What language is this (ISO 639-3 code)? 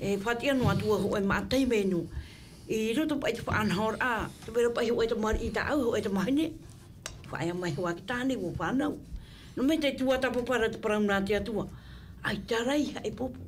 tah